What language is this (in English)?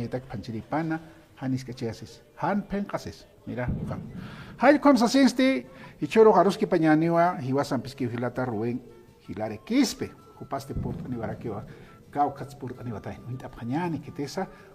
Aymara